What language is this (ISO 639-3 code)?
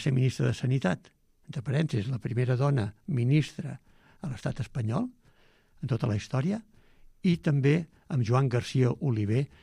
cat